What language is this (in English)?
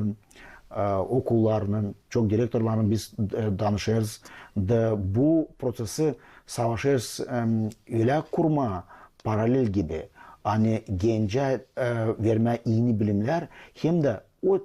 Gagauz